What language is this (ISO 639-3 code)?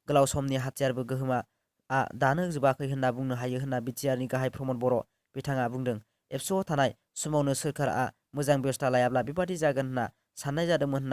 brx